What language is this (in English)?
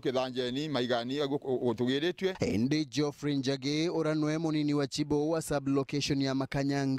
Meru